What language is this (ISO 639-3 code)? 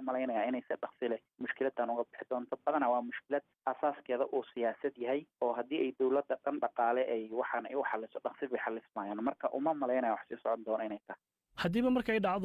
som